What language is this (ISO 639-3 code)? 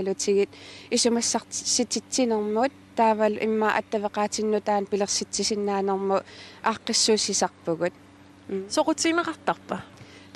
kal